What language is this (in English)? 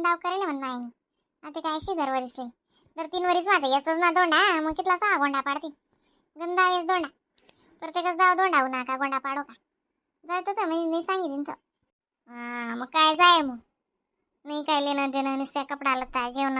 Khandesi